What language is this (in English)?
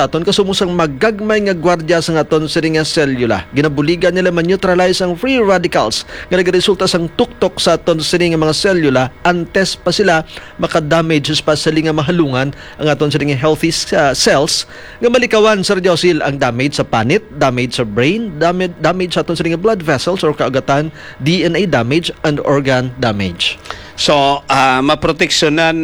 Hiligaynon